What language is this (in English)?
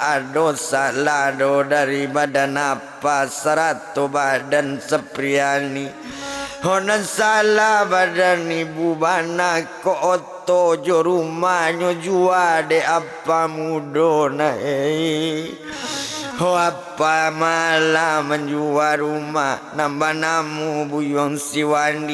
Minangkabau